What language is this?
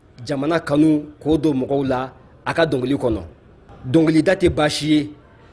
Bambara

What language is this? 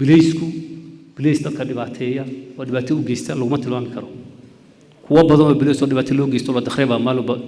Somali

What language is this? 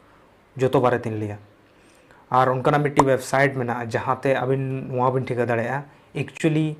Santali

